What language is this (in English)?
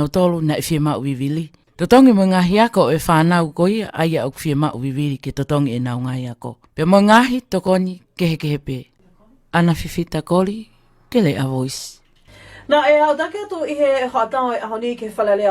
Tongan